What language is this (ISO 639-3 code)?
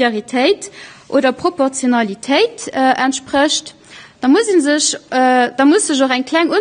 ltz